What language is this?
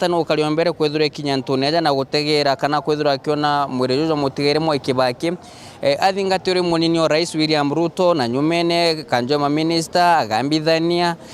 Meru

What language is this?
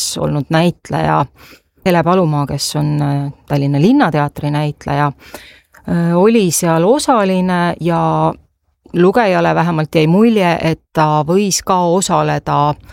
Estonian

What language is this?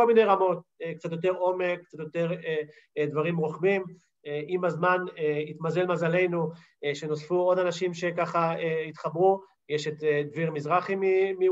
Hebrew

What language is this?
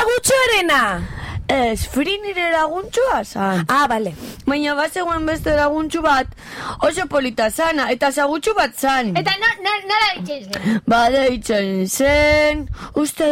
Basque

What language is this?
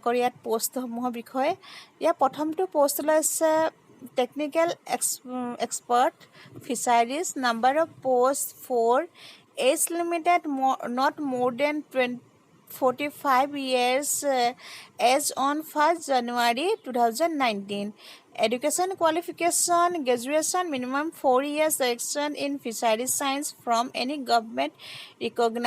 Assamese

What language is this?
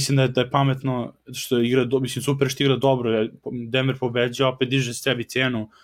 Serbian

